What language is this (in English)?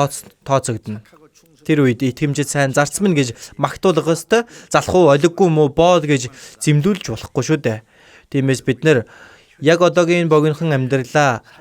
Mongolian